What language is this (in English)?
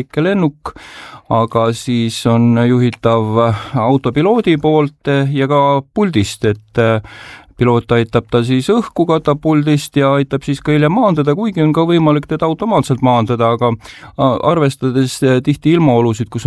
Estonian